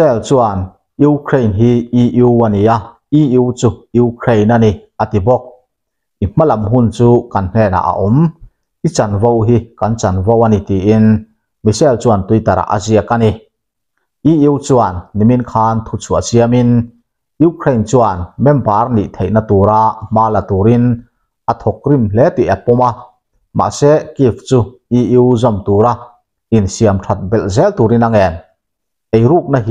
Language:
Mizo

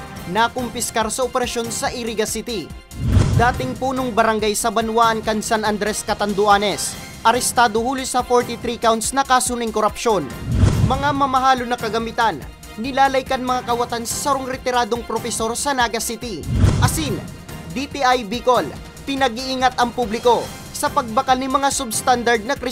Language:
Bikol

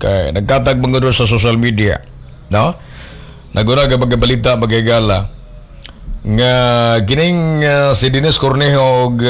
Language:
Cebuano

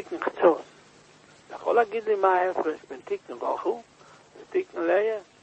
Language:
Hebrew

